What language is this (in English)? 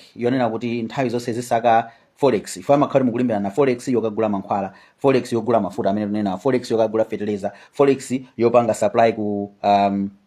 Nyanja